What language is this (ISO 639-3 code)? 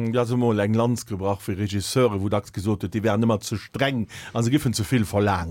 ltz